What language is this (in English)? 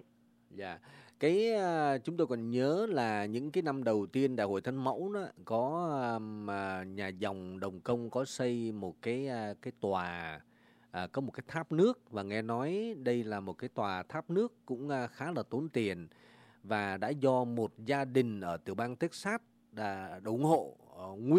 Vietnamese